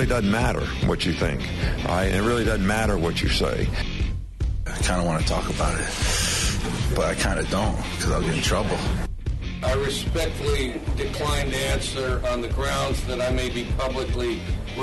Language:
English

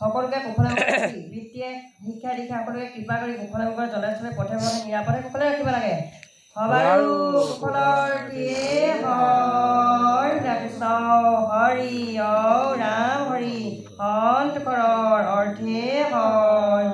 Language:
Assamese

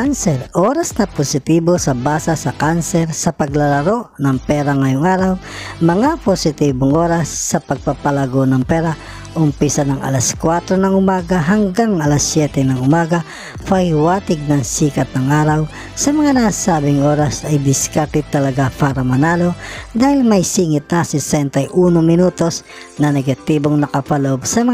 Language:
Filipino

